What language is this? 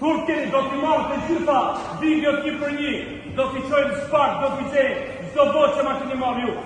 Albanian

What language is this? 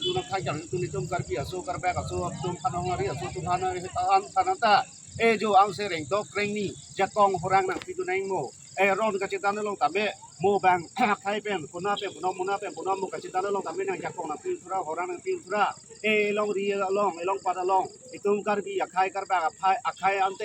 Karbi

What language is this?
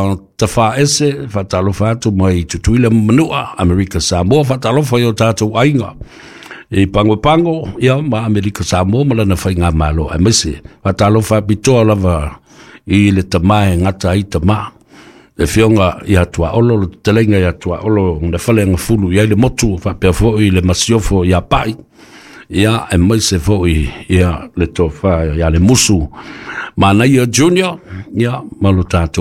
Samoan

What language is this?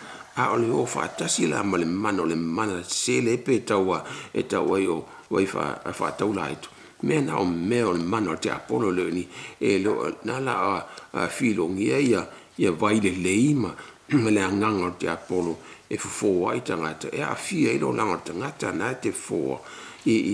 Samoan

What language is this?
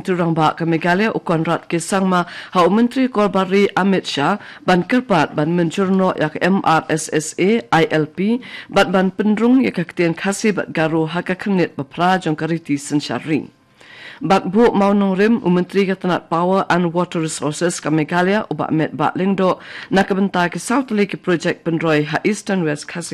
Khasi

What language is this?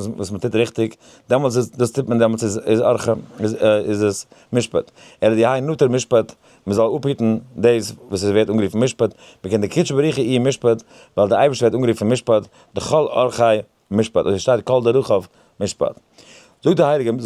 Yiddish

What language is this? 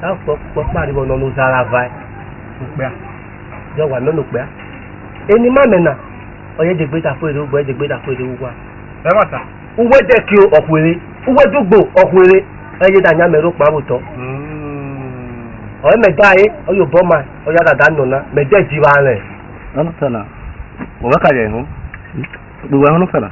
Esan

